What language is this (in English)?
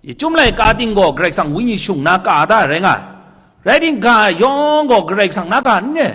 Kachin